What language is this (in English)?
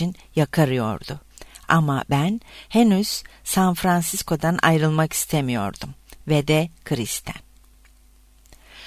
Turkish